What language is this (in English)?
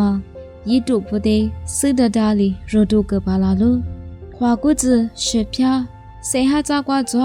Lisu